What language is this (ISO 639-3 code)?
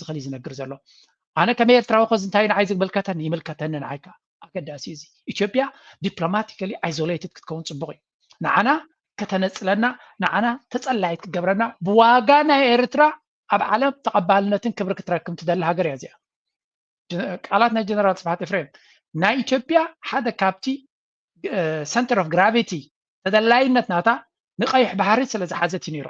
tir